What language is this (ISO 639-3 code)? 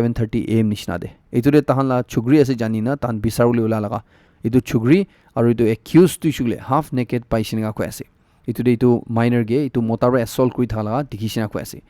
nag